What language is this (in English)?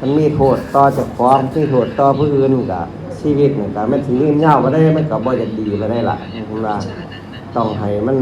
Lao